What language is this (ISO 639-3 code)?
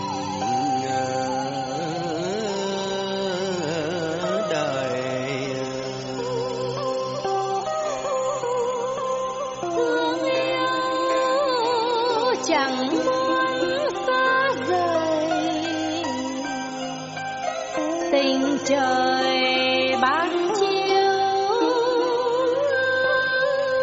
vie